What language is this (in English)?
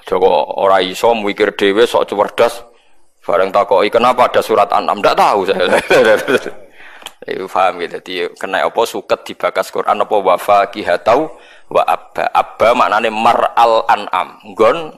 Javanese